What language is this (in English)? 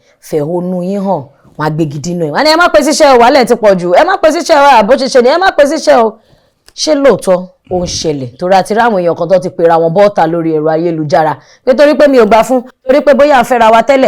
Yoruba